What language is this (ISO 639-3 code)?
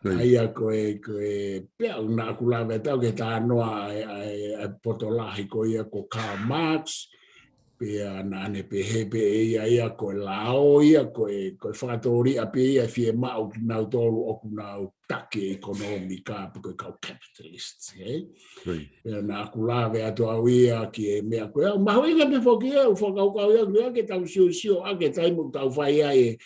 ton